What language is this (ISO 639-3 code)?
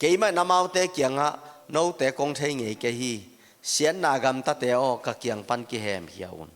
ctd